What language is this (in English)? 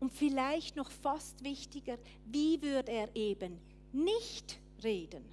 Swiss German